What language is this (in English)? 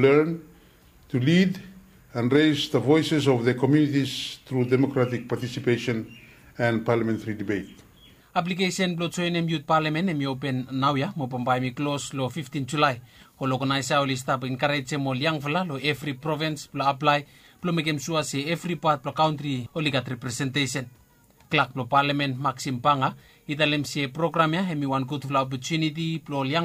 Bislama